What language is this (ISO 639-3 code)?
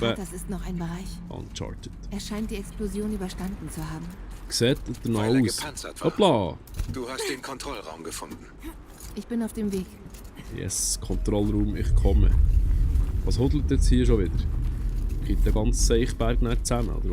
gsw